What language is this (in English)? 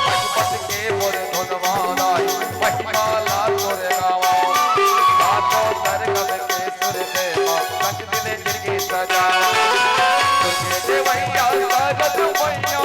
Chhattisgarhi